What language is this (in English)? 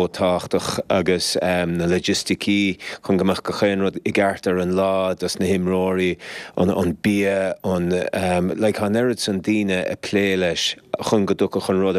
Irish